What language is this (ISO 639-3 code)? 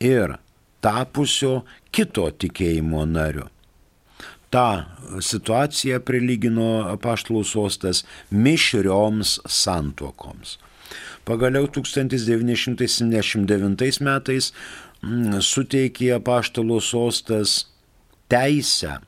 lit